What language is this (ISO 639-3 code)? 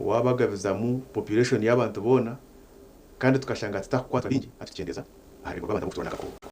nyn